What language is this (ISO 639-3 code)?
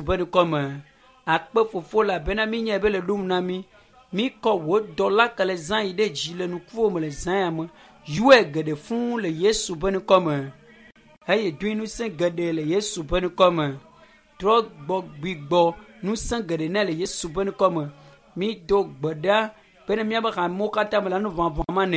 ewe